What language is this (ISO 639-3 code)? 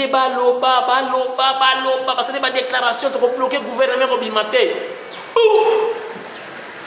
lin